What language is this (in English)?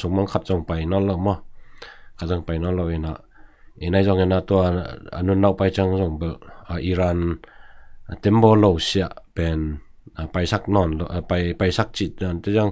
Tedim Chin